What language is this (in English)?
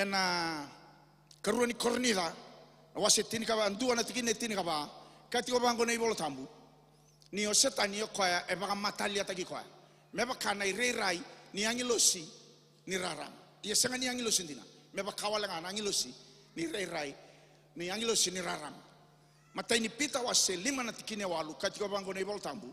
Fijian